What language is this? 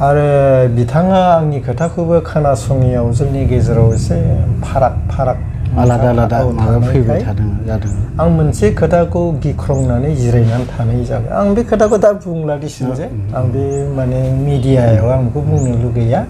Bodo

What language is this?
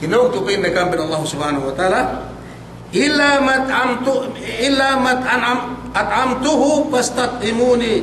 Yakan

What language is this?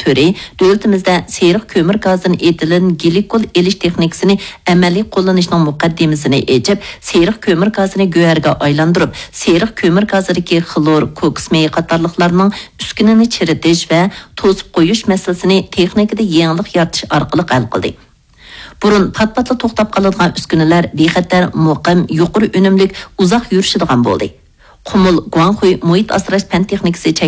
Uyghur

